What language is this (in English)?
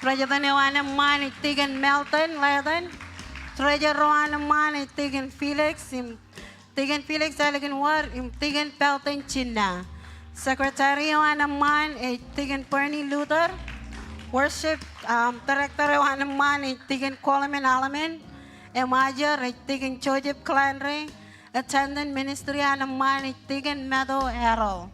Marshallese